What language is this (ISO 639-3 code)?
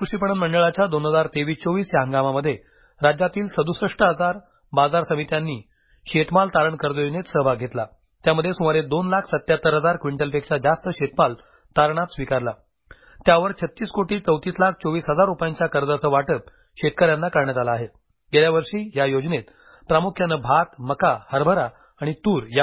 mar